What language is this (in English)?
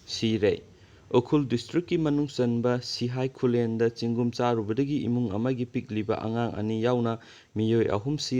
Manipuri